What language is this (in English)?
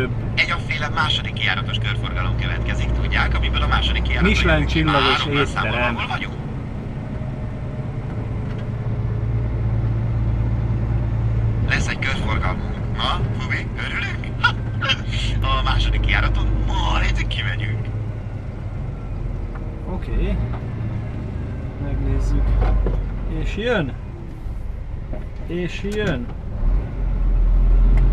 Hungarian